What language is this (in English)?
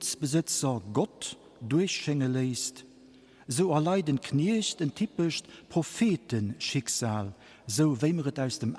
Luxembourgish